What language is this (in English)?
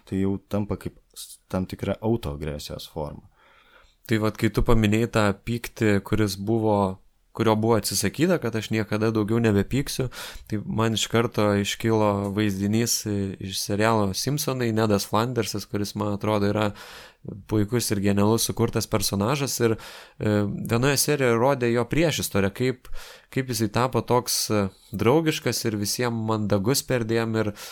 Lithuanian